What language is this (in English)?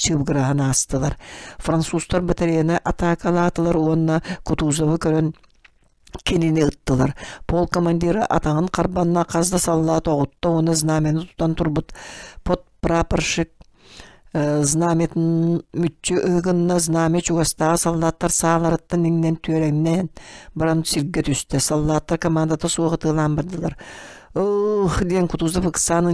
Yakut